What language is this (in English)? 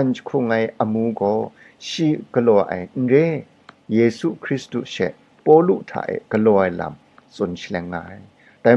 Kachin